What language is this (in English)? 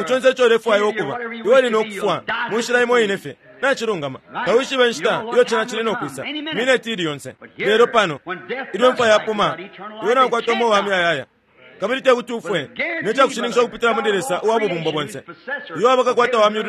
Bemba